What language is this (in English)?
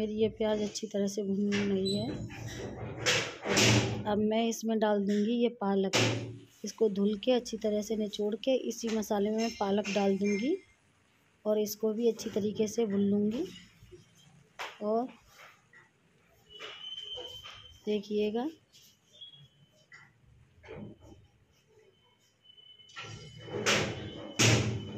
Hindi